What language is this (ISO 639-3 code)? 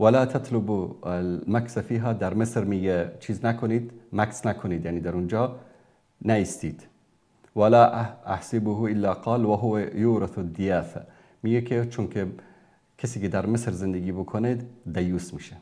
fas